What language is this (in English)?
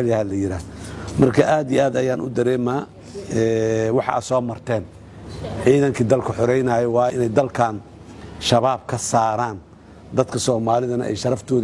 Somali